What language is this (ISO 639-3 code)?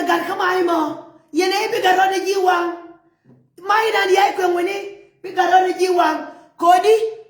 nus